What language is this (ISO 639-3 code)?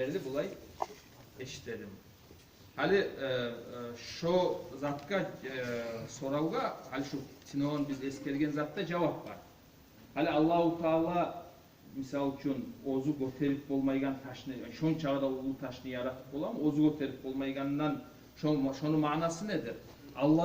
kum